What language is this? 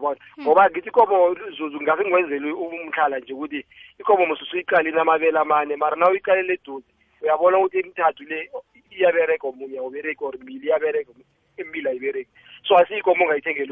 South Ndebele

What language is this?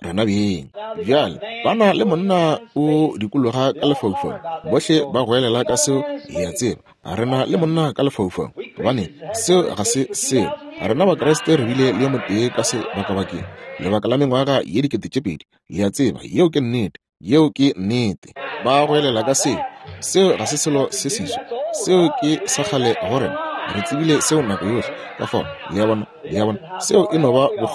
Northern Sotho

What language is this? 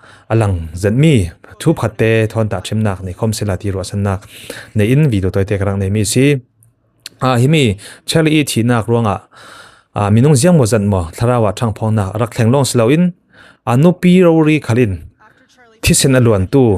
Falam Chin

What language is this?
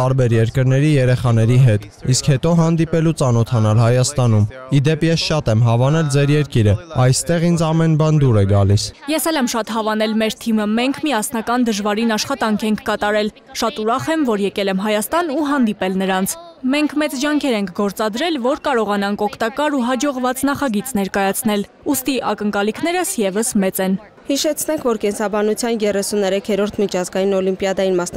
Armenian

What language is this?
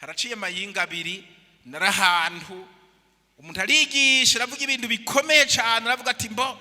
Rundi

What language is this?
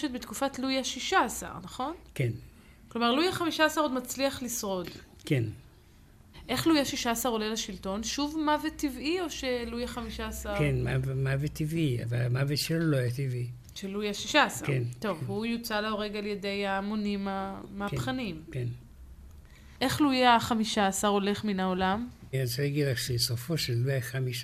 Hebrew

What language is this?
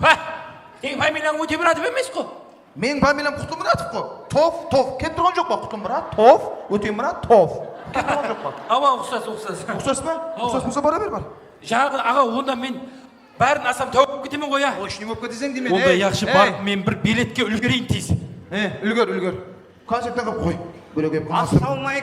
Kara-Kalpak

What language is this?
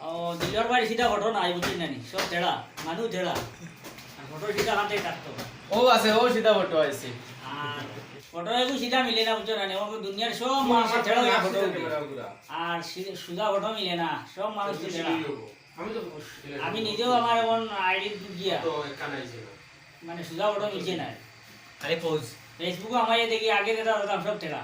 Sylheti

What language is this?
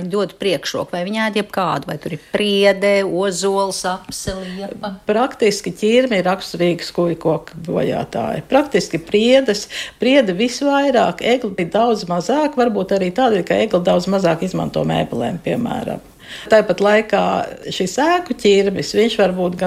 Latvian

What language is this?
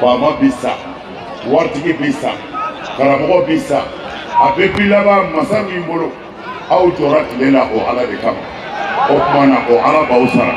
Bambara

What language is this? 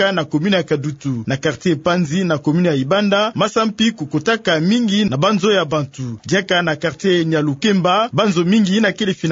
Kituba (Democratic Republic of Congo)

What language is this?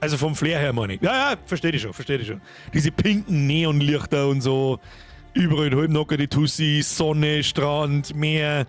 Bavarian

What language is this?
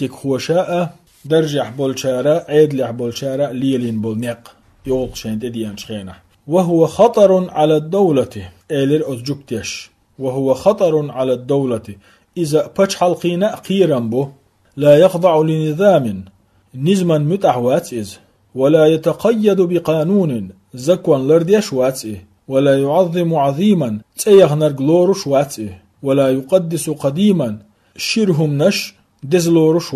Chechen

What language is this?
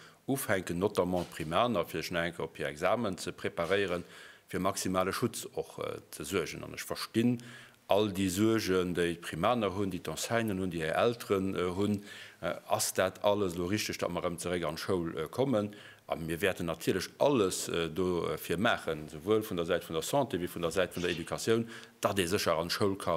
Luxembourgish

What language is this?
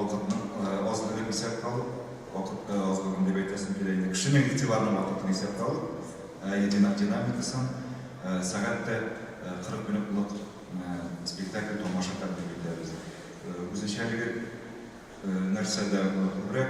Tatar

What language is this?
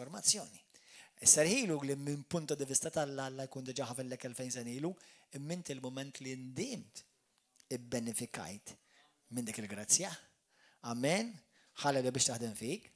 Maltese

